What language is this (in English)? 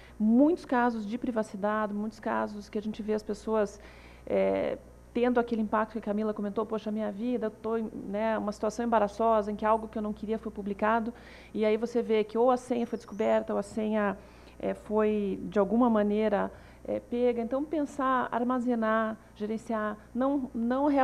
Portuguese